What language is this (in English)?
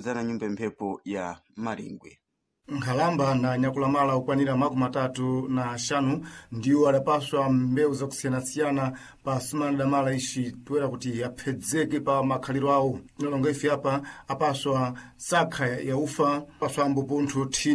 Sena